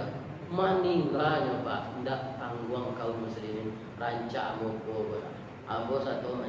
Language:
Minangkabau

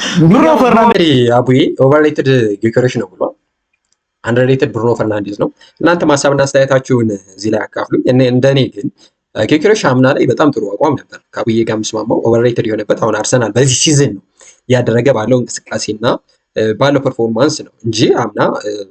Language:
Amharic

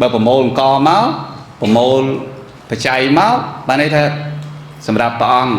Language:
Khmer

